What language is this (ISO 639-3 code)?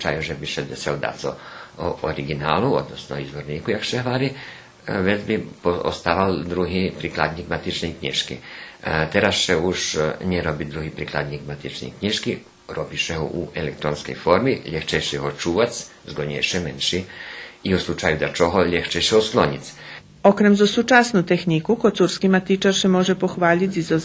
rue